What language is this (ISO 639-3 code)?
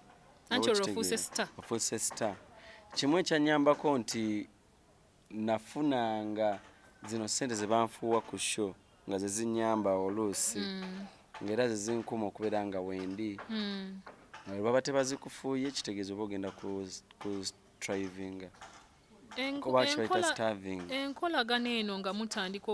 lug